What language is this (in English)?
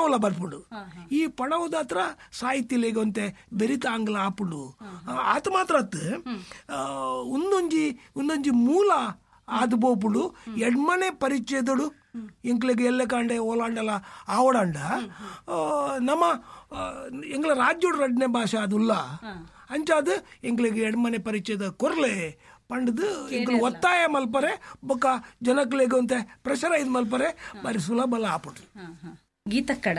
Tulu